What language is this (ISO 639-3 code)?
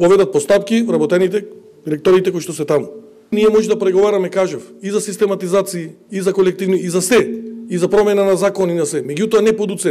mkd